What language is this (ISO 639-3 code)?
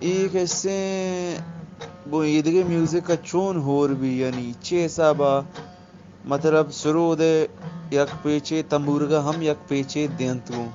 bgp